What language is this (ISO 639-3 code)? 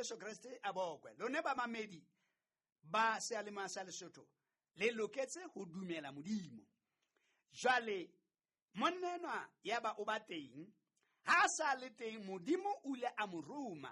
sot